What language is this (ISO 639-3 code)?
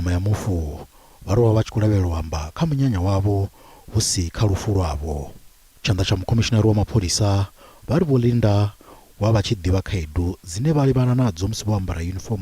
ven